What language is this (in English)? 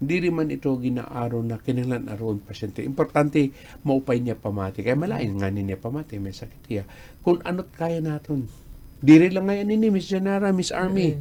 Waray